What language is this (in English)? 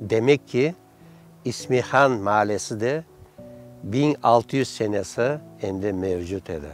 Crimean Tatar